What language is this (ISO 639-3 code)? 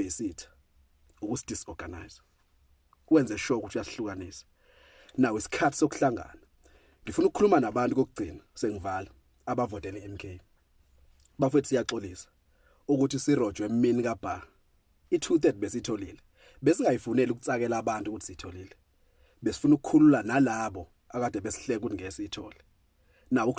zul